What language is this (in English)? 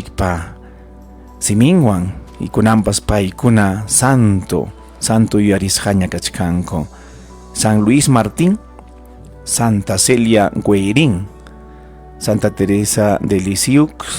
Ayacucho Quechua